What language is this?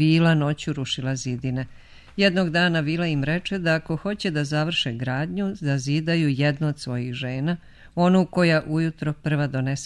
Serbian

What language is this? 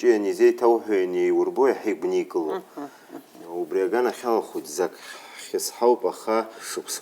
Abkhazian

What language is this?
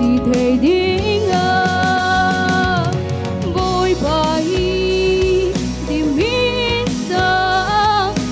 Falam Chin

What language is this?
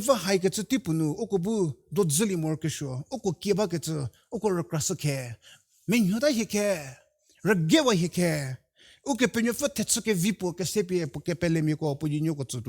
Angami Naga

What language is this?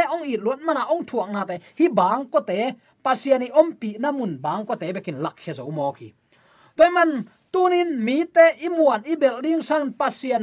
Tedim Chin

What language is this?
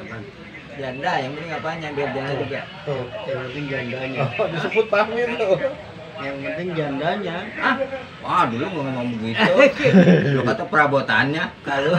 Betawi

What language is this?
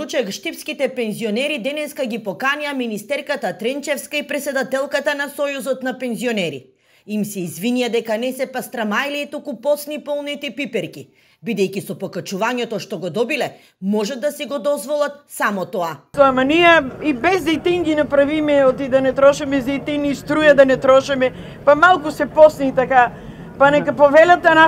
Macedonian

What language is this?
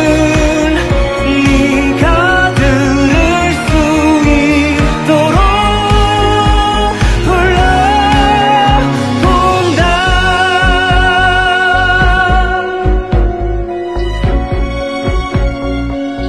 Korean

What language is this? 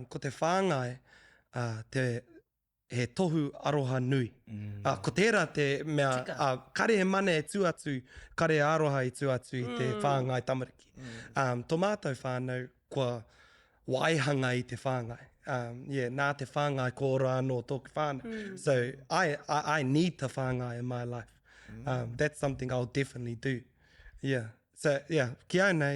Māori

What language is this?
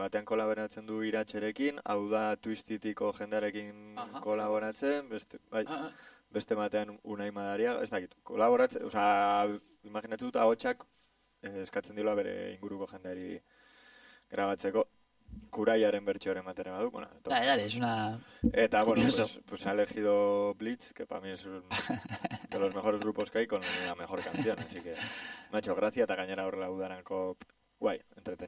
Basque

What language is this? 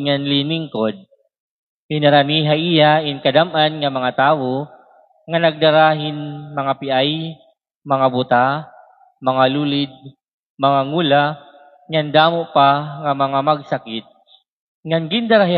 Waray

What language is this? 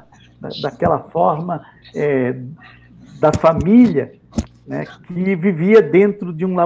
Portuguese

